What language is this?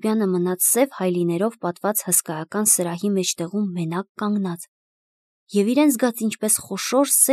Armenian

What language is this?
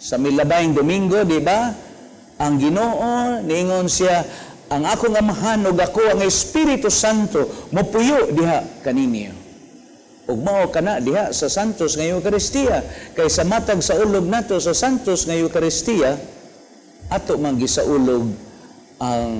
Cebuano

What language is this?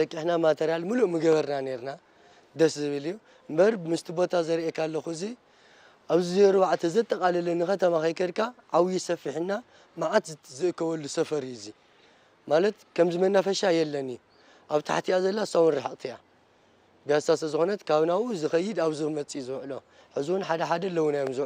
Tigrinya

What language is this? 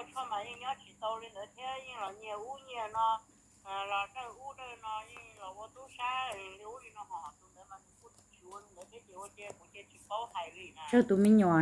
Hmong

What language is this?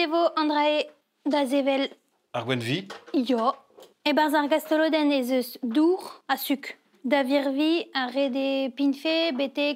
Breton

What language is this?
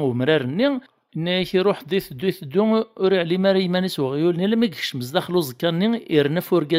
Kabyle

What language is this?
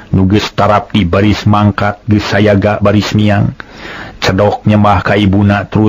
Sundanese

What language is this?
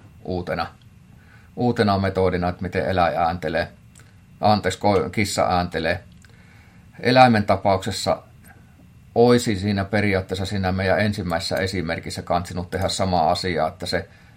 Finnish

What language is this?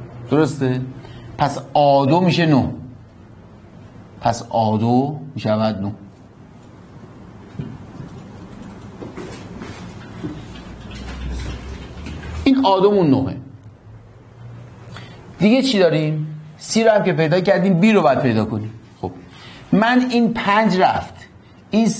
Persian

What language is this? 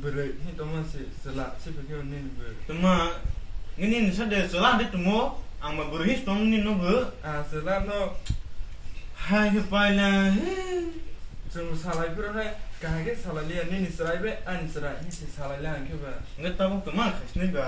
Kok Borok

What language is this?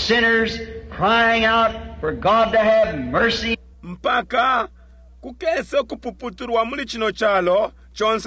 Bemba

